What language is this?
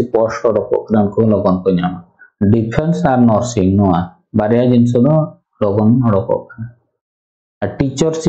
Santali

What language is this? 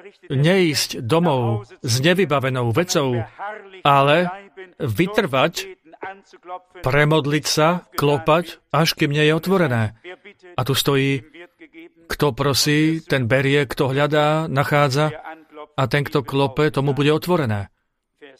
Slovak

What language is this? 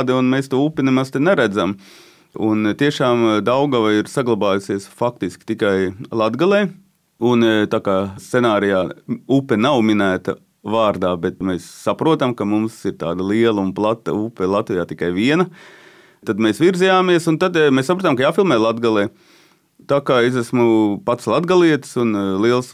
Latvian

